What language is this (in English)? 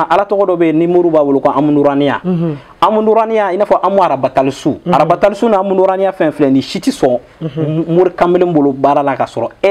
Bambara